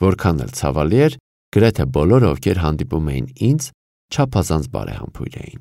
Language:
Armenian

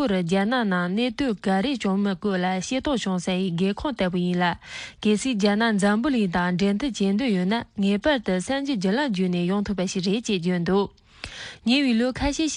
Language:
Tibetan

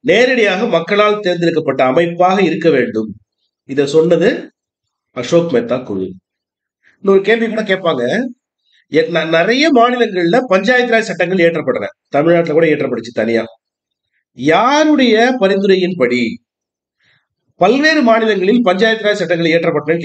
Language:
Tamil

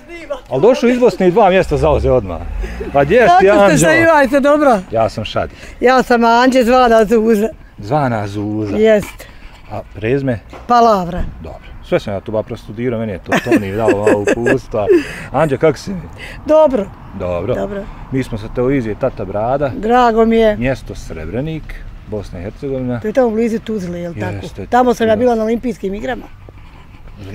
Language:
Bosnian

